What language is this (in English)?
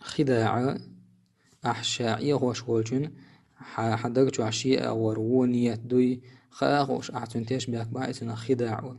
Chechen